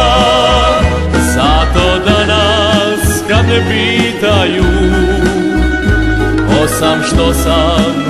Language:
Croatian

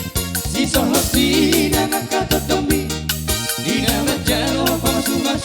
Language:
Batak Toba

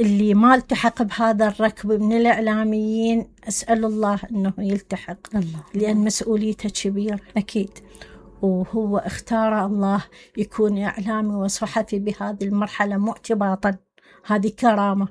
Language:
Mesopotamian Arabic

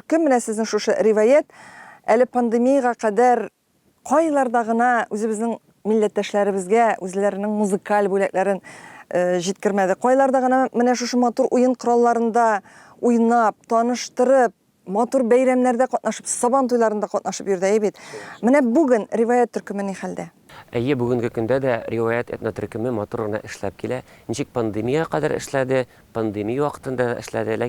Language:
Tatar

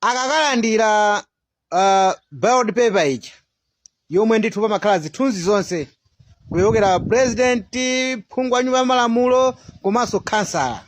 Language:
Nyanja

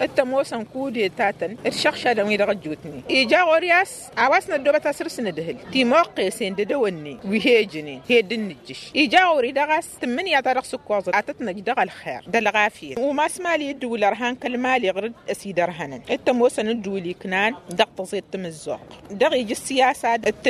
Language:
Tamasheq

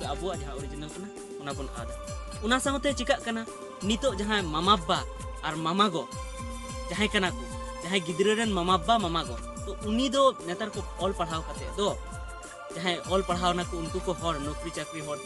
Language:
Santali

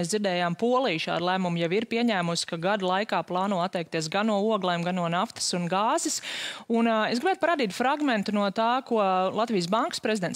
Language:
Latvian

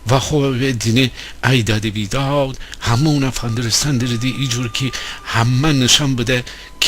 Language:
Gilaki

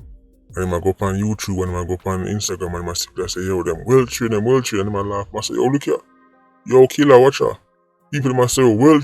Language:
Jamaican Creole English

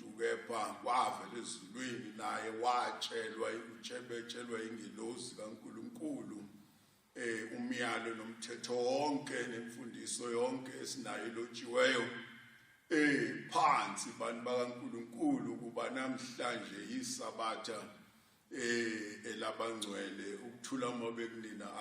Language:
Zulu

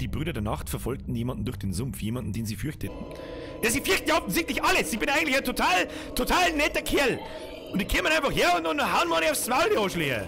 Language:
Bavarian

